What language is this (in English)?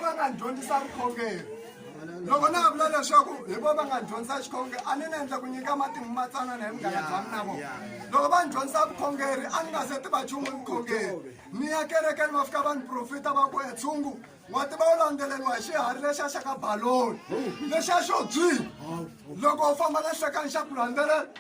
Tsonga